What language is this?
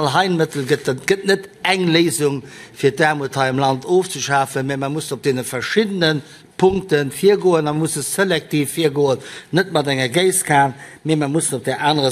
Luxembourgish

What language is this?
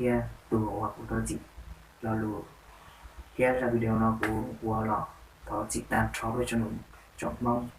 Hmong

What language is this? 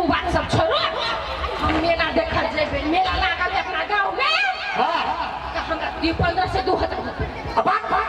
Maithili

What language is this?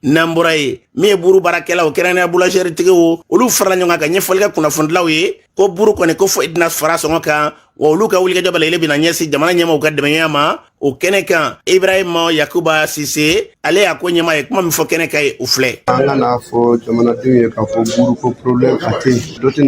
Bambara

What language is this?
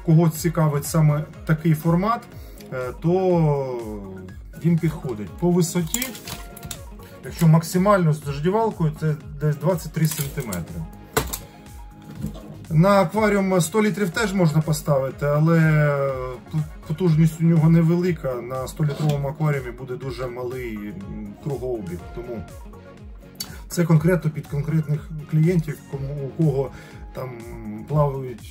Ukrainian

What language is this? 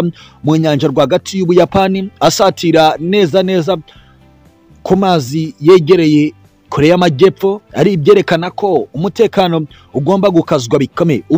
Kinyarwanda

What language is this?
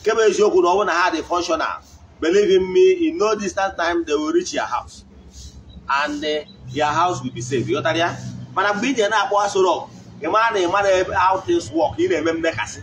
Igbo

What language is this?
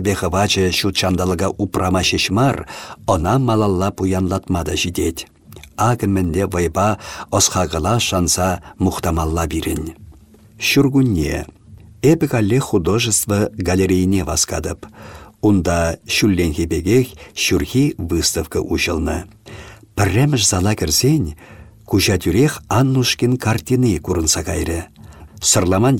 Chuvash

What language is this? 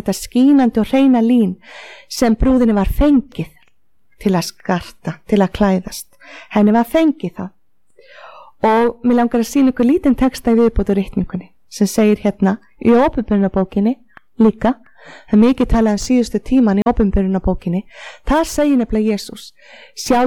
Icelandic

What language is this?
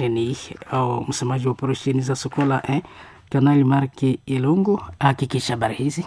Swahili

